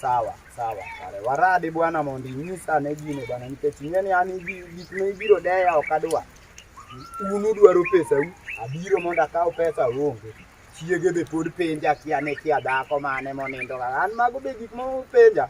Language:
Luo (Kenya and Tanzania)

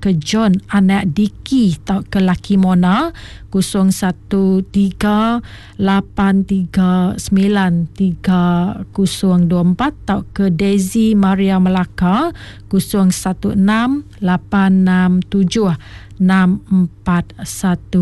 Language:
Iban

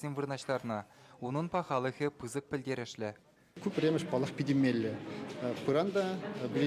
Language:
Chuvash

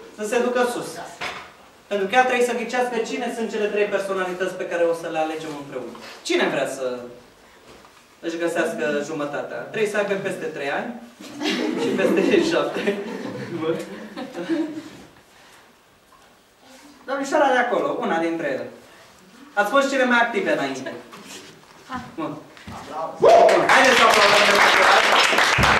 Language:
Romanian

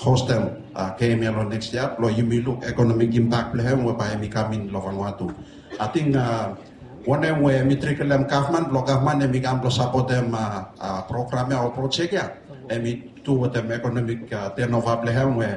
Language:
Bislama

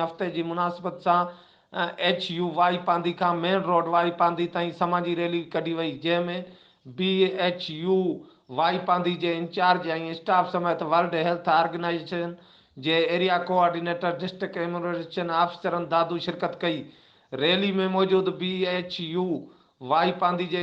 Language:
Sindhi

